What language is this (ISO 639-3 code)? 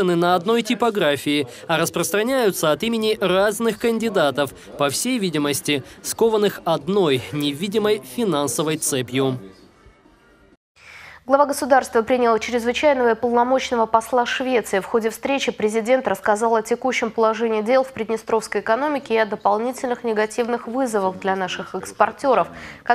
rus